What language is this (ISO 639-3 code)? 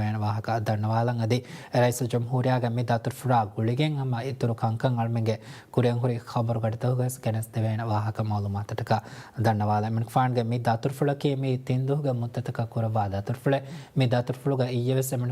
div